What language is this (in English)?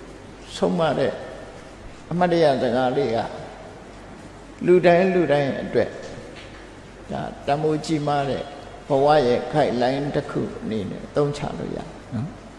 Burmese